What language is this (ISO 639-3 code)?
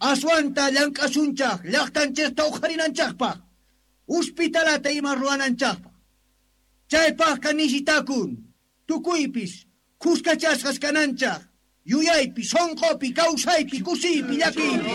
quh